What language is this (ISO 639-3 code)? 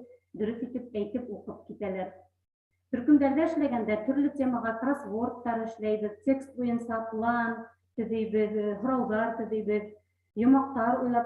bak